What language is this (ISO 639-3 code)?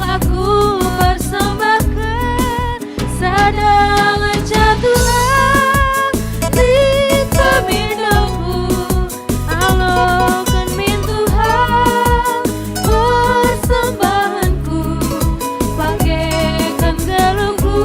btx